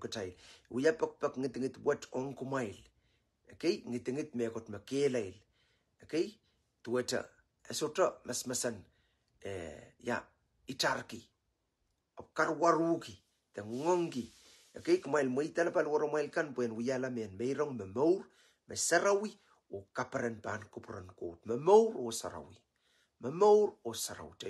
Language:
Pohnpeian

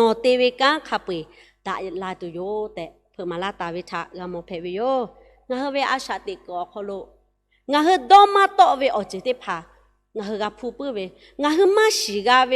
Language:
Lahu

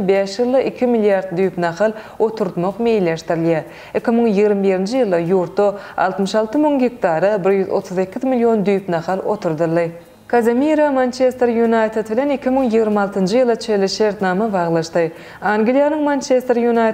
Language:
Turkmen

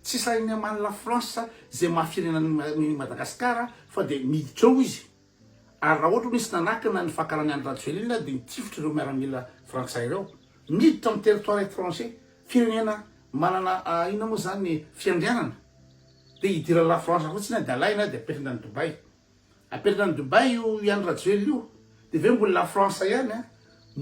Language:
Malagasy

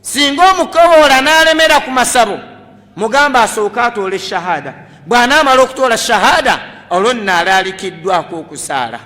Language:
Ganda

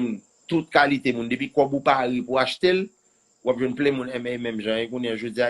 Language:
Haitian Creole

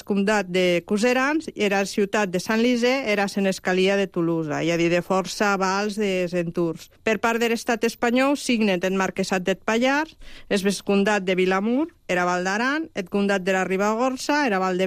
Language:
Catalan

